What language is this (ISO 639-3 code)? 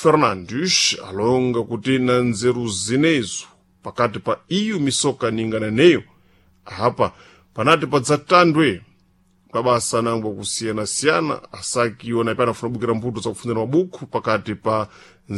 seh